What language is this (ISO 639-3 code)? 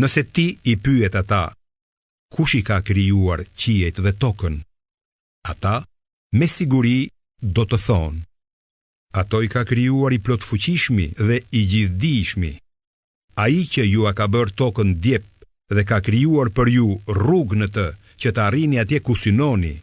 sqi